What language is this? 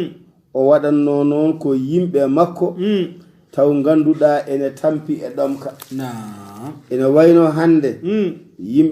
Fula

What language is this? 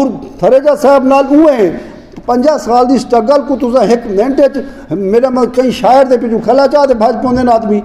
Saraiki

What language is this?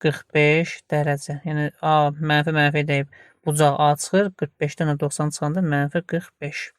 Azerbaijani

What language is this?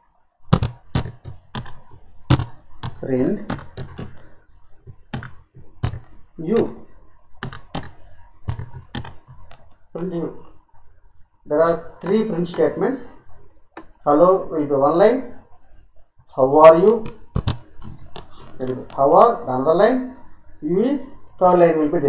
English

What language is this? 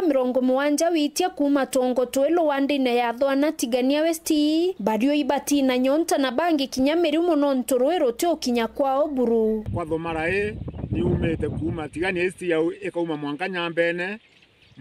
Meru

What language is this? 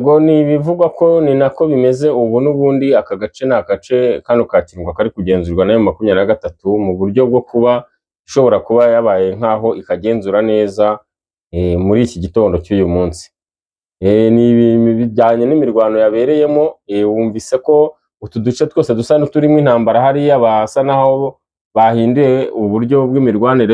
Kinyarwanda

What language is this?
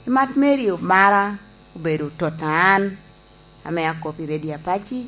Lango (Uganda)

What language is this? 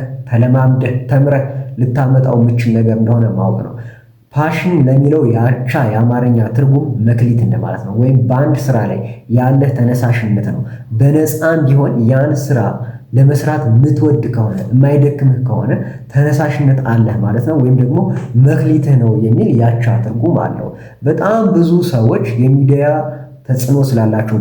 Amharic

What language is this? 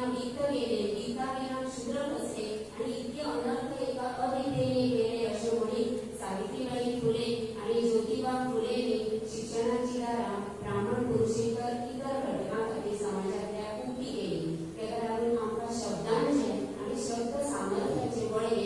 Konkani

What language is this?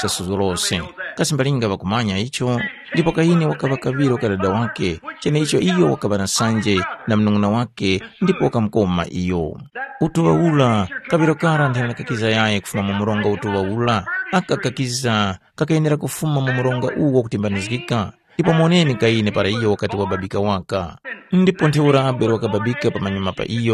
Tumbuka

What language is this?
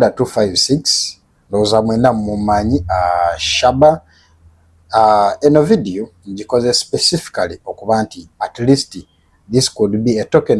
Ganda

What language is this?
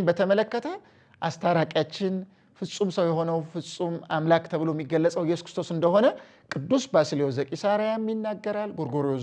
Amharic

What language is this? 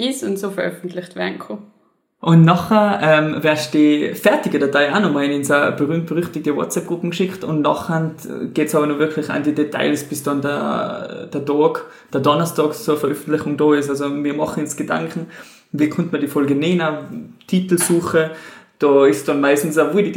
German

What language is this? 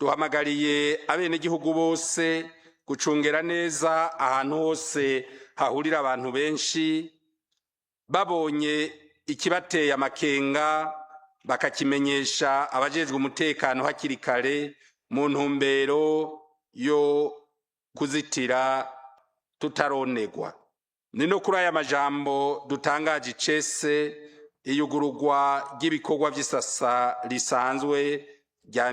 Rundi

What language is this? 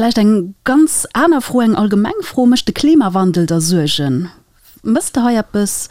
Luxembourgish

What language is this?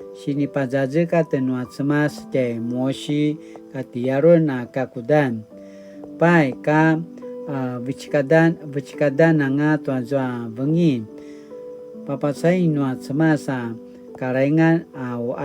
Paiwan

